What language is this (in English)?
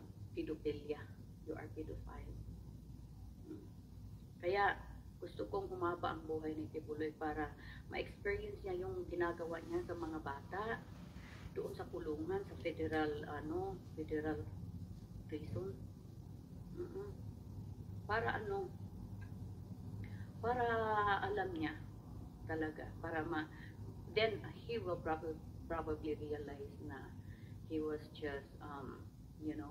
Filipino